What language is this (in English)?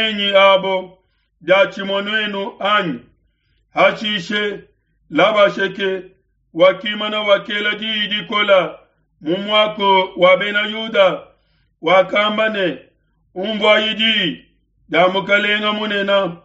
Luba-Lulua